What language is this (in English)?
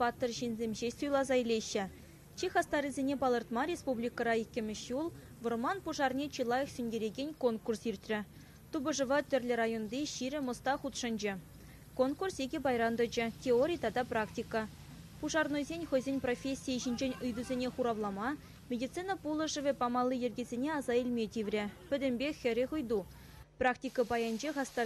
Chuvash